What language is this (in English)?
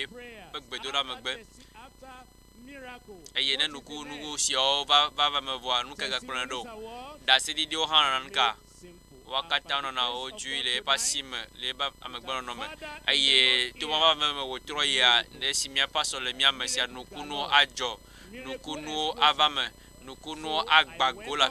Ewe